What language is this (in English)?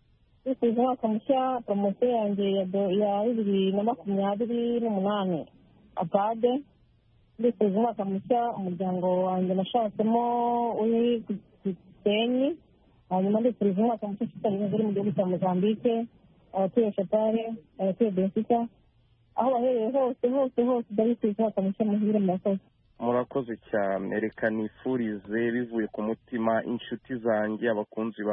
Kinyarwanda